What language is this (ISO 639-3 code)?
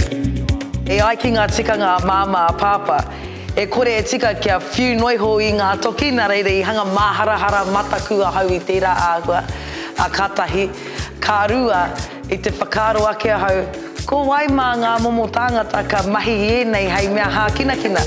mri